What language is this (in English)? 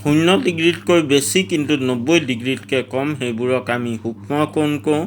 Assamese